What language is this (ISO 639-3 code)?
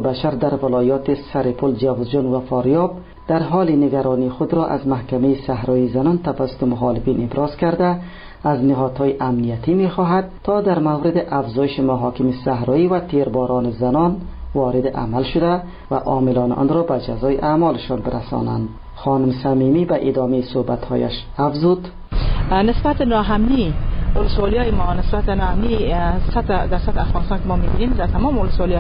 fas